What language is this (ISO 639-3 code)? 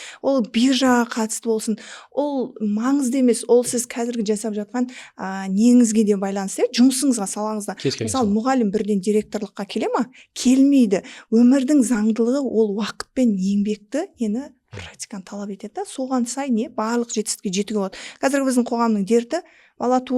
kaz